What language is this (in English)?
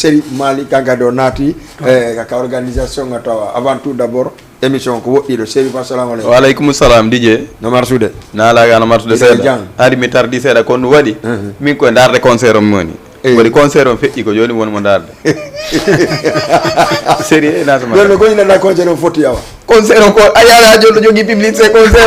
Fula